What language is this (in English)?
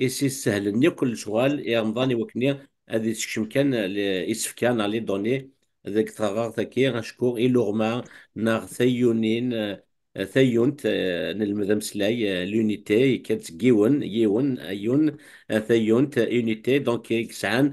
Kabyle